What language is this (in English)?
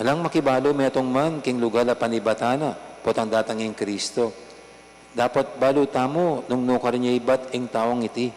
Pampanga